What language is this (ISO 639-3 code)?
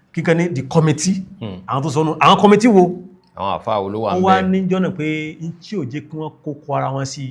yor